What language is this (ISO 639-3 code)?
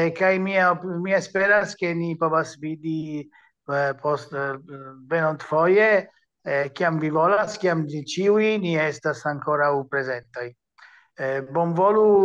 epo